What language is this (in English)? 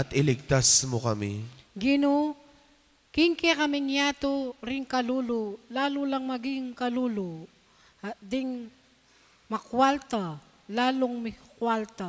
Pampanga